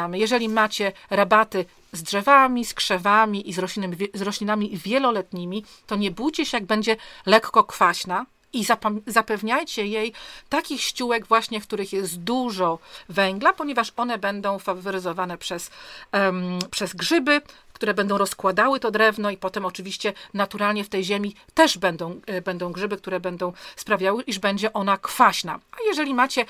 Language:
Polish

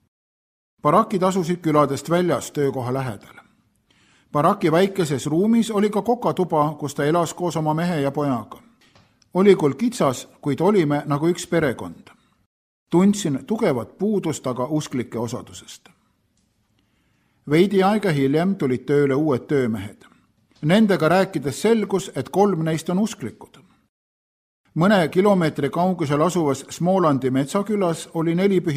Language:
Estonian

